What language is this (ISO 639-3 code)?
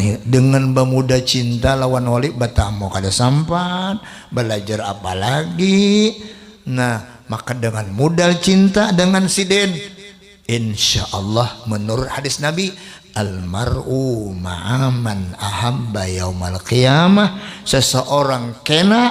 bjn